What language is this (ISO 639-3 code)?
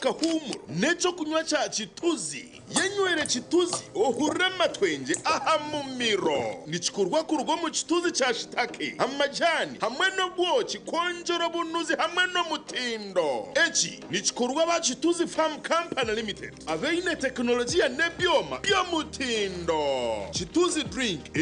nyn